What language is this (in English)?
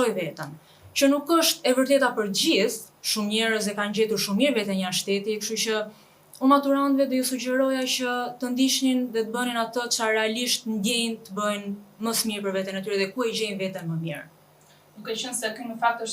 Albanian